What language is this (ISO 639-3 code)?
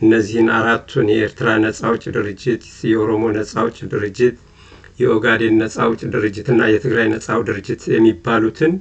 amh